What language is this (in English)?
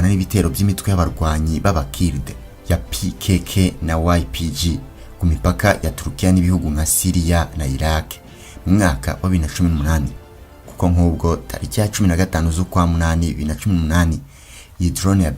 Kinyarwanda